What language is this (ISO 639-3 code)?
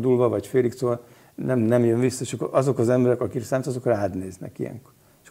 hun